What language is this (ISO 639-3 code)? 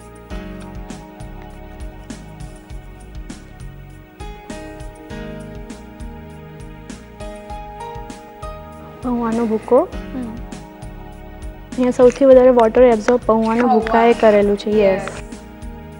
guj